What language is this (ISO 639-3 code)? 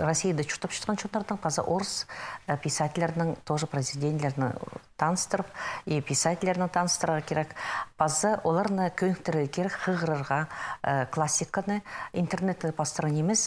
kjh